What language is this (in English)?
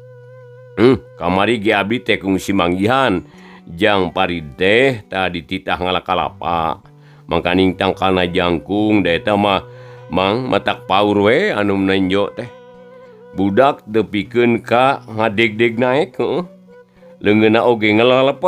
Sundanese